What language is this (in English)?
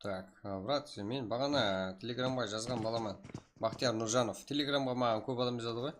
Kara-Kalpak